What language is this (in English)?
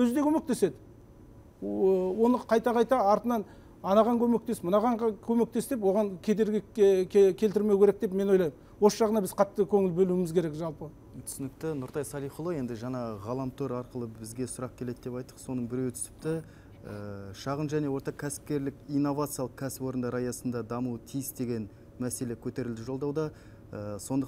Kazakh